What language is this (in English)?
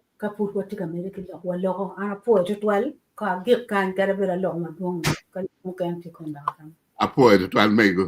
Acoli